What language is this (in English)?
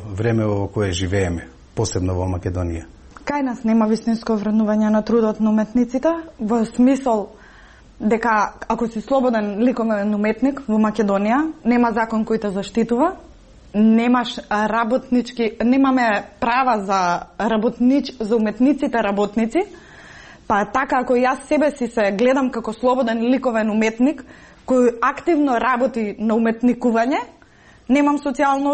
Macedonian